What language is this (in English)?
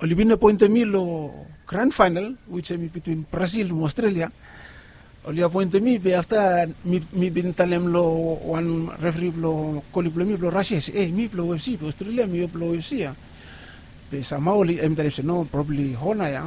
Bislama